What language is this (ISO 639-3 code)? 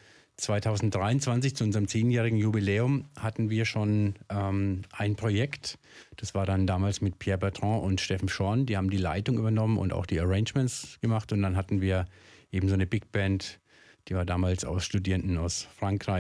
deu